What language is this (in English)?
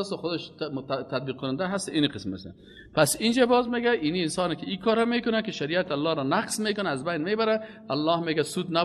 Persian